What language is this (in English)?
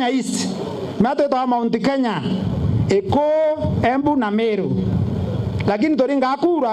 Meru